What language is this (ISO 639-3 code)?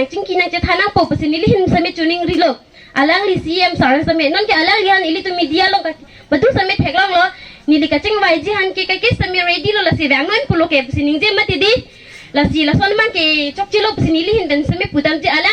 mjw